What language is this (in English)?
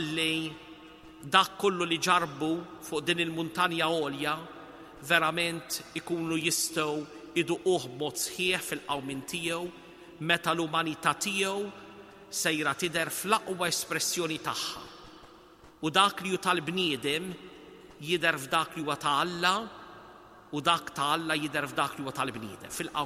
Maltese